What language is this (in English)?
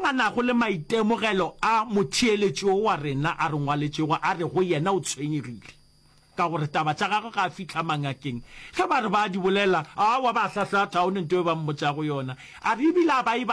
Northern Sotho